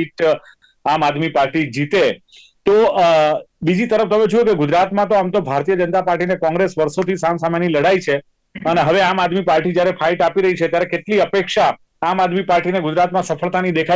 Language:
Gujarati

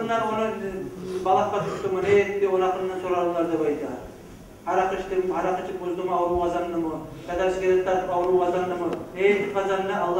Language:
Kumyk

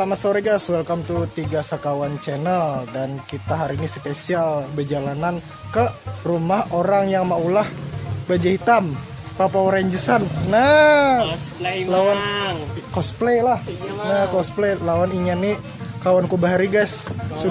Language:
Banjar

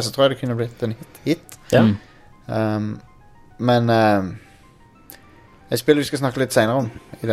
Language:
Norwegian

